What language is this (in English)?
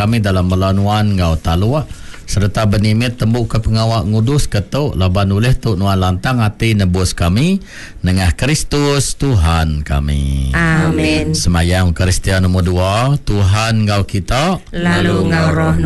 Iban